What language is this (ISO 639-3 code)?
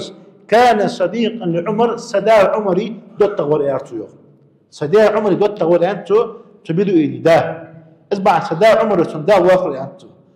inh